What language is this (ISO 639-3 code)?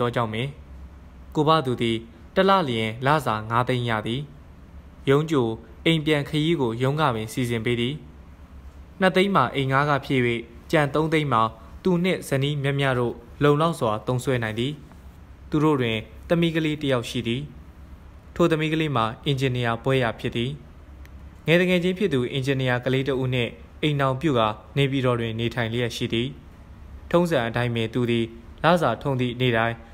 mya